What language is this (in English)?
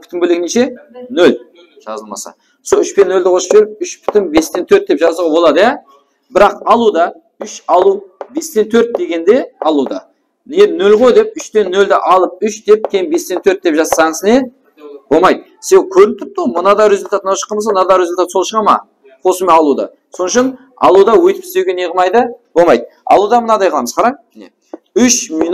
Kara-Kalpak